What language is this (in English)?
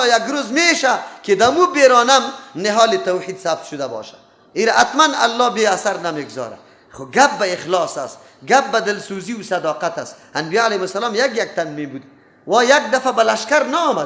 Persian